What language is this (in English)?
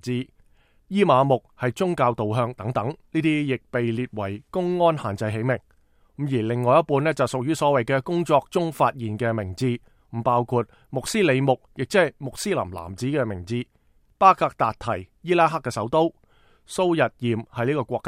Cantonese